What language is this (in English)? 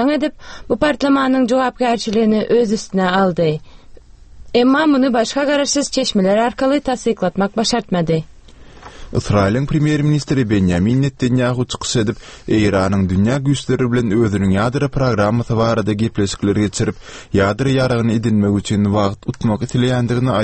Turkmen